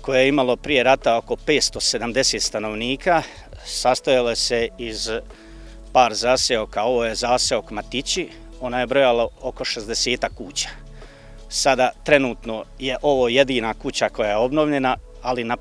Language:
Bosnian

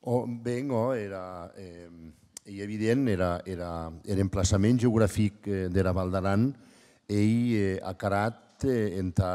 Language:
Occitan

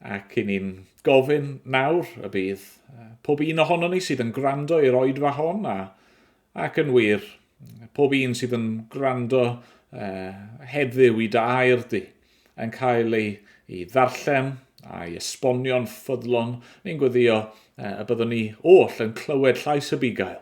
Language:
Welsh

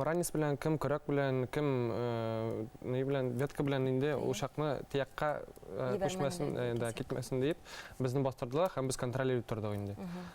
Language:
Bashkir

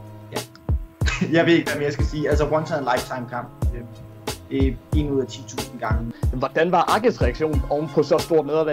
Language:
Danish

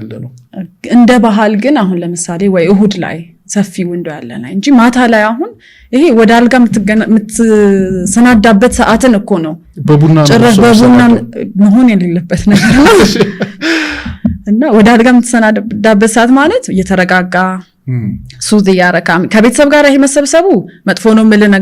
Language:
Amharic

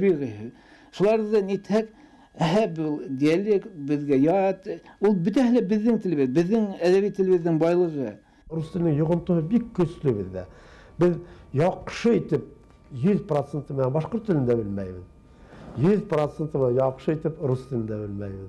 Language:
Bashkir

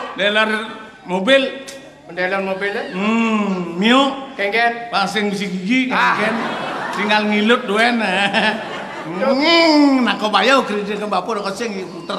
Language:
Balinese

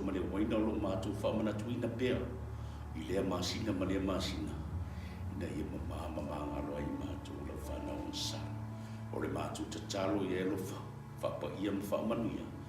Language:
Samoan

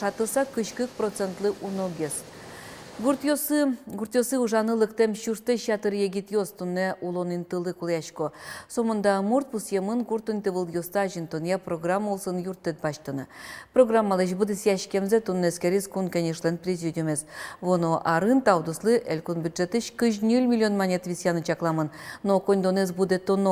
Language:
Udmurt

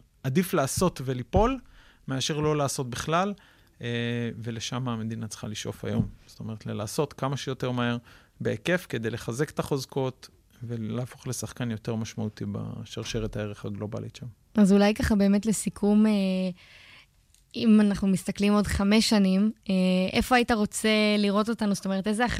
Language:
Hebrew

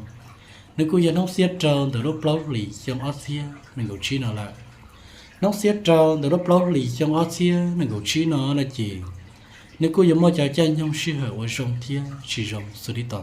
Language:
Hmong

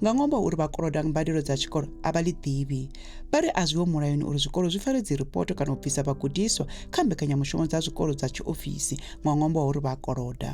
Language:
Venda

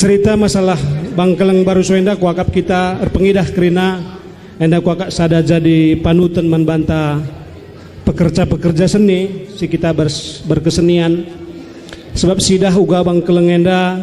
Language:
Batak Karo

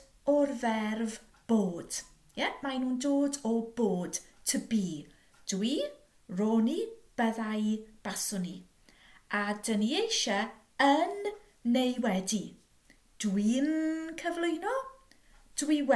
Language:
Welsh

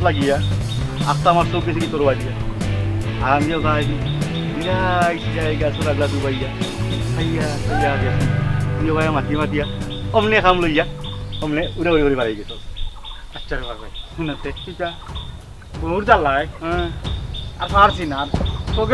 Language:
Sylheti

